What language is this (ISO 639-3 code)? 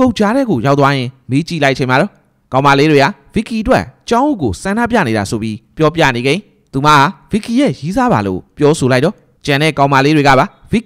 mya